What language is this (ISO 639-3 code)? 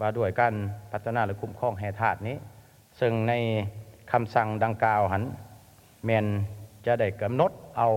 lao